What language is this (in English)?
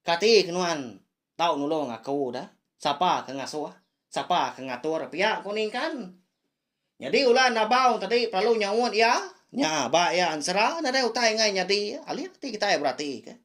Iban